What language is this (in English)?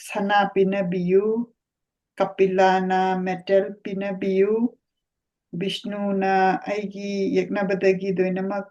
Manipuri